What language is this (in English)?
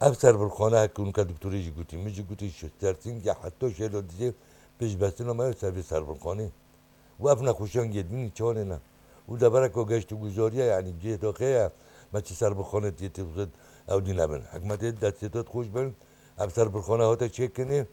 Kurdish